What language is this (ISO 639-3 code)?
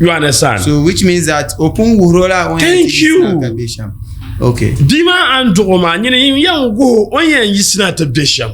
dag